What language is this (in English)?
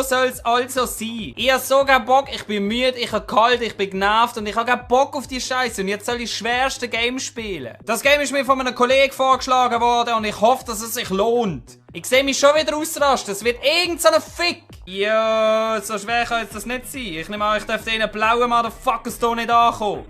Swiss German